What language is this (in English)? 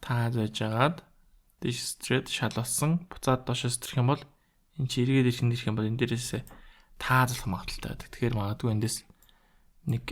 Mongolian